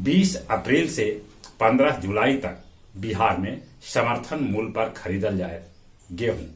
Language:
Magahi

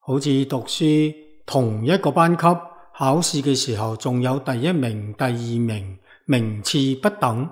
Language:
Cantonese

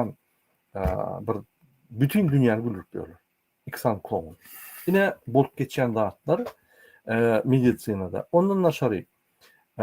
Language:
Turkmen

